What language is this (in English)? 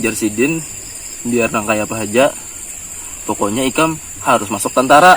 Banjar